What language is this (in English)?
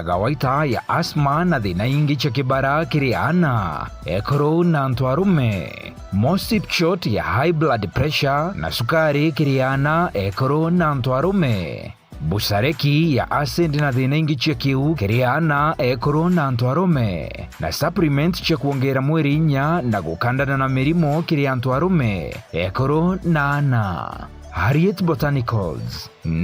Meru